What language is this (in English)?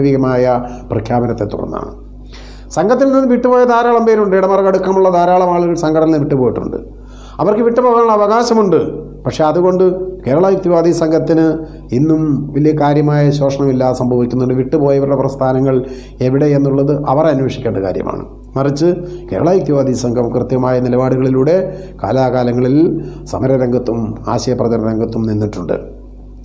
Malayalam